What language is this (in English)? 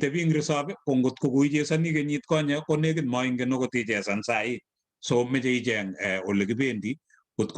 Kalenjin